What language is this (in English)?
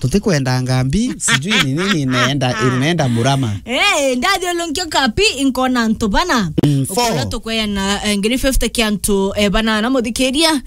Meru